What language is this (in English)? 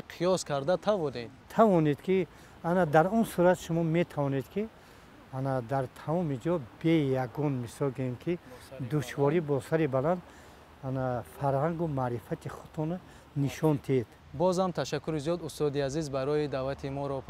Tajik